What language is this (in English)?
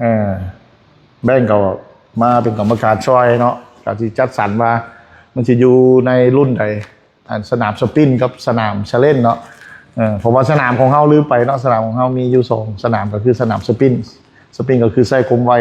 Lao